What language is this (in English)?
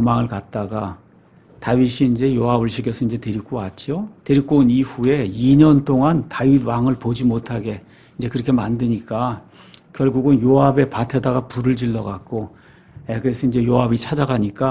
Korean